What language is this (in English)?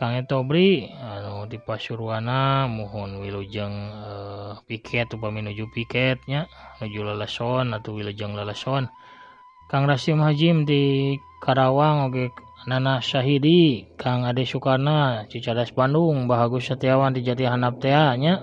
Sundanese